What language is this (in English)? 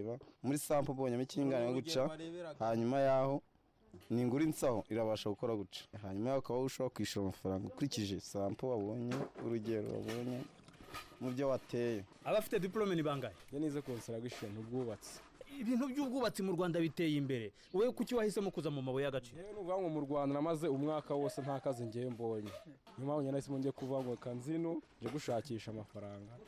Kinyarwanda